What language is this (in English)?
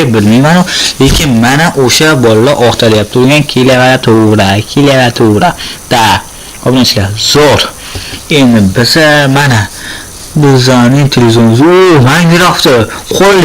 Uzbek